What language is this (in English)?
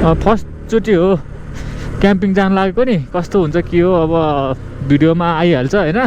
Nepali